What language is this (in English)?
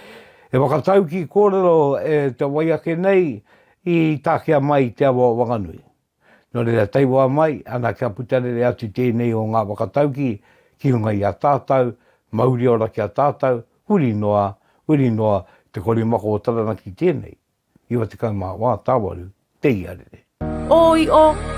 Māori